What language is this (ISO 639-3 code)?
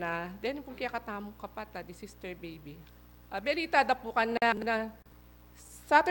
pam